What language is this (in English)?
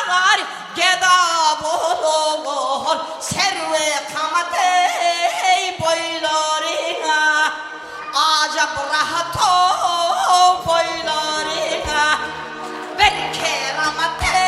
Kara-Kalpak